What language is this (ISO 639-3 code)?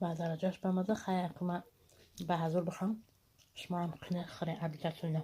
tgk